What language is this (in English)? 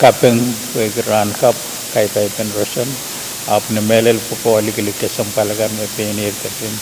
Pohnpeian